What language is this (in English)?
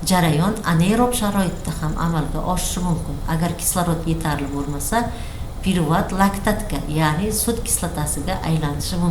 Uzbek